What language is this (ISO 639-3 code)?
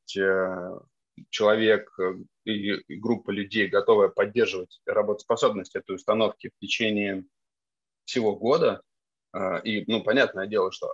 rus